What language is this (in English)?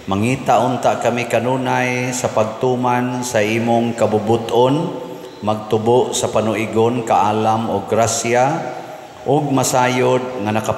Cebuano